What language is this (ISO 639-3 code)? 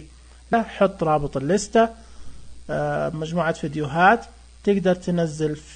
ars